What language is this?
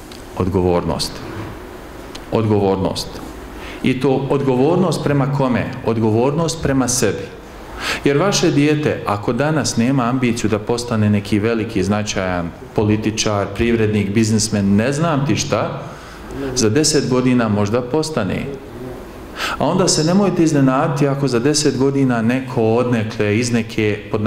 Bosnian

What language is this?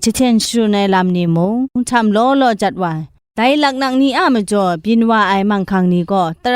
Kachin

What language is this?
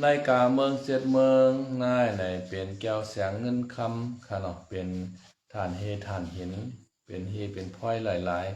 Shan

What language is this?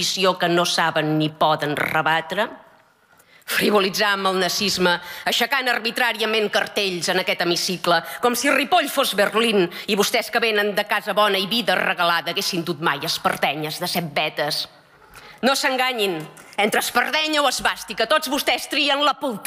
Catalan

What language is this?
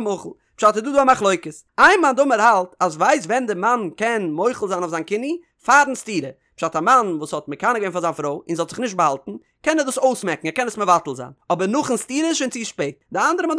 Yiddish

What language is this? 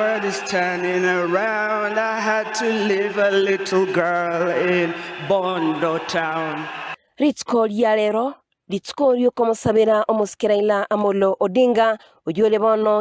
Gusii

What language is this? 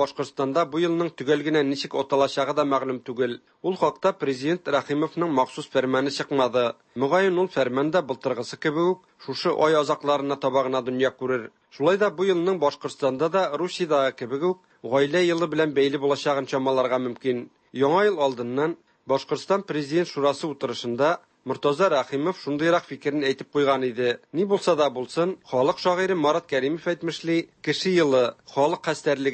Tatar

